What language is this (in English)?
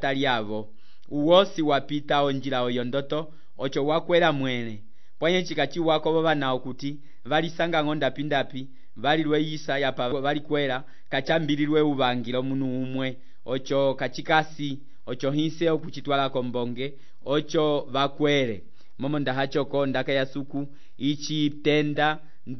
Umbundu